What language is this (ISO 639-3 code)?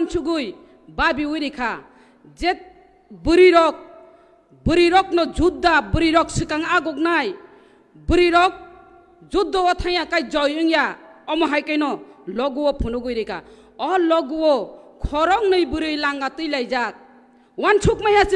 trp